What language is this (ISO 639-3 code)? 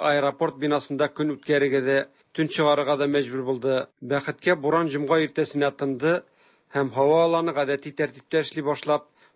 tat